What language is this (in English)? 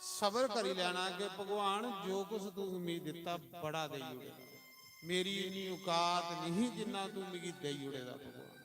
Dogri